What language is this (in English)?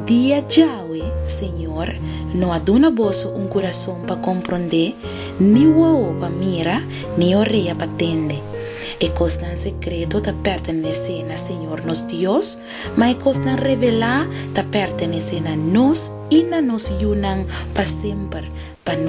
Papiamento